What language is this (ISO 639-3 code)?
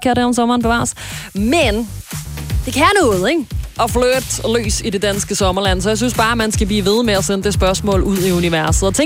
dan